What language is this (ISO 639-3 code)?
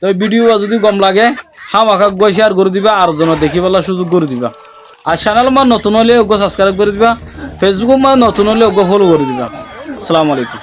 rhg